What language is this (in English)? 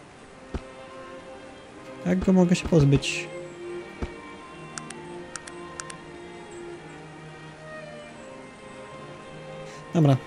Polish